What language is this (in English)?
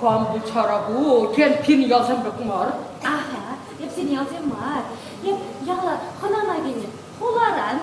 Chuvash